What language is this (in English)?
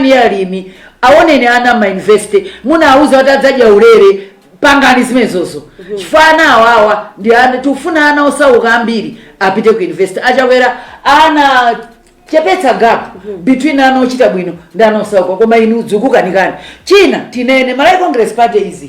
Nyanja